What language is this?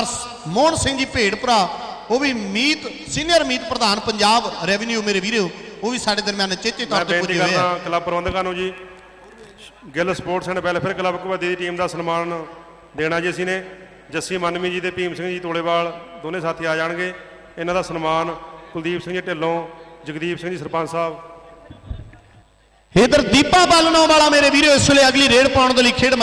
Punjabi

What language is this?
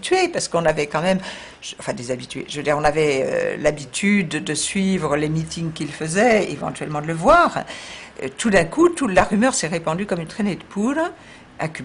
French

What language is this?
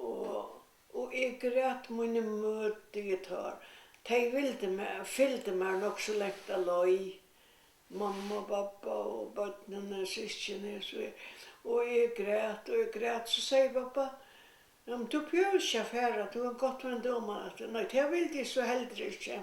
Faroese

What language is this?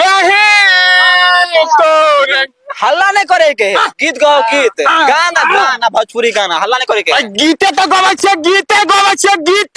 Maithili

